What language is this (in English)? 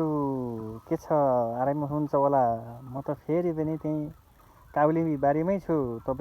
Nepali